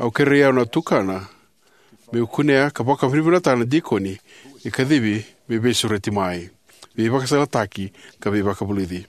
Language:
Fijian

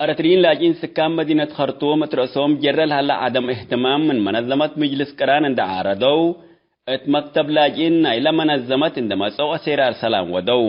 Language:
Tigre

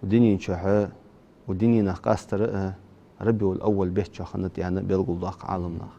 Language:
Ingush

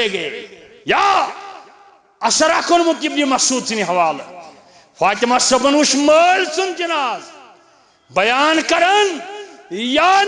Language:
Kashmiri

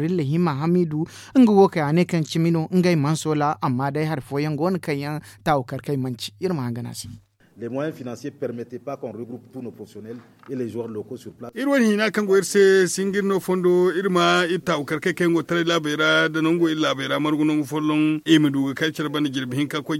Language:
Zarma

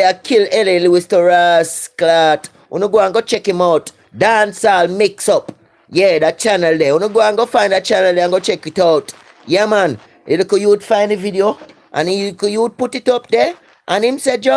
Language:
Jamaican Creole English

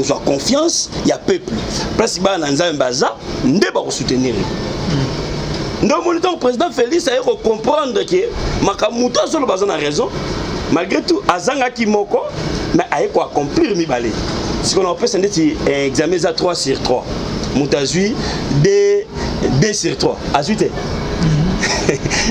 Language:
Lingala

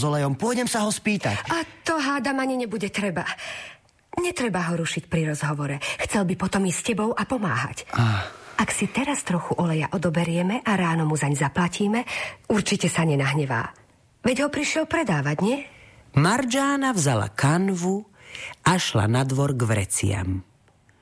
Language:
Slovak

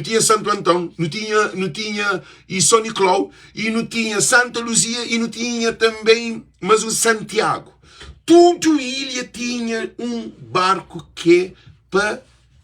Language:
Kabuverdianu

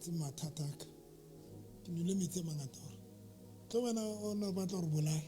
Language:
Southern Sotho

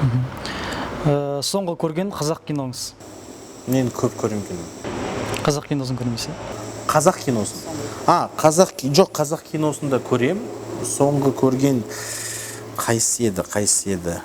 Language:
Kazakh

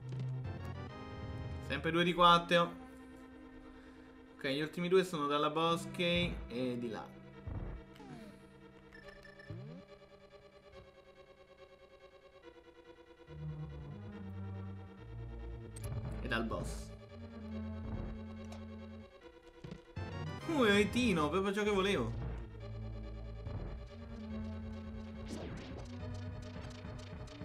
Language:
Italian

